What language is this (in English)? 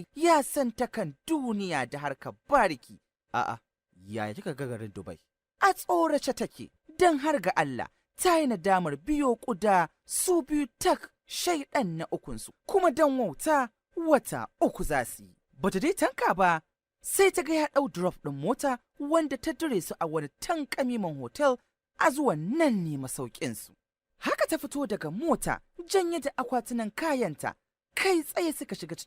Hausa